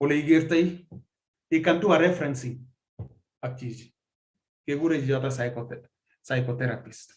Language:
Kalenjin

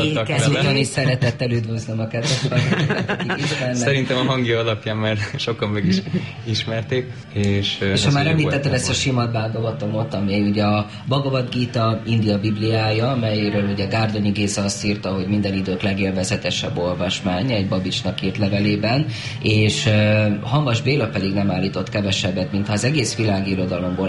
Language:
Hungarian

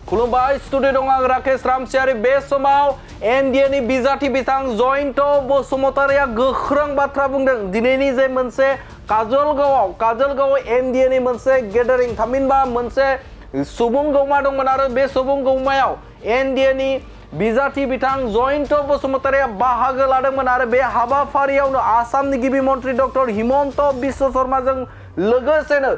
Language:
Bodo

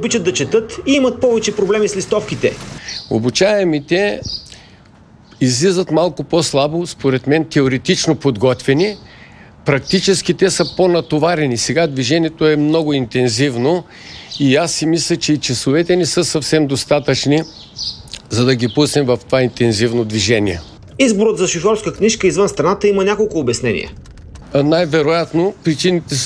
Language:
Bulgarian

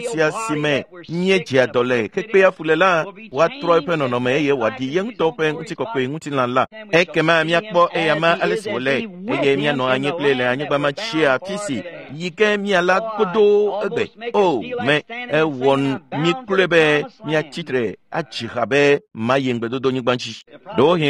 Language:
Ewe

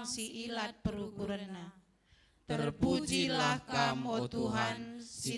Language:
Batak Karo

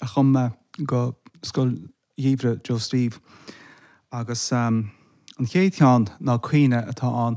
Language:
Irish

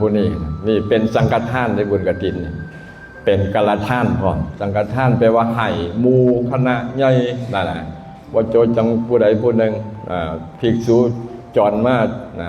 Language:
Lao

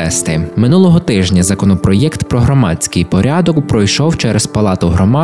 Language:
Ukrainian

